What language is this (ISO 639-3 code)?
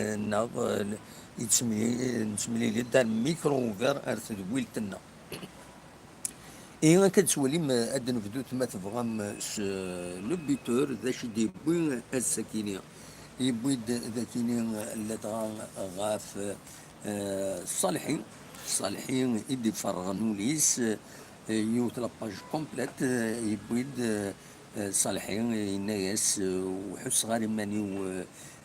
kab